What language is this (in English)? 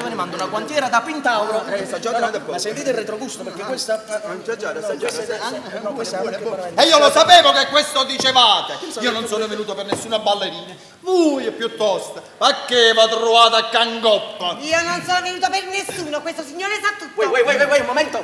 Neapolitan